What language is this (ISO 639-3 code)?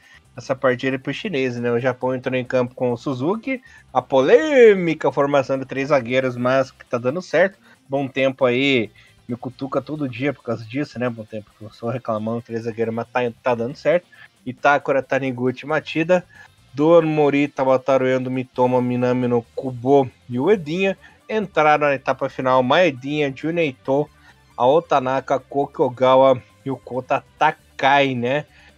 por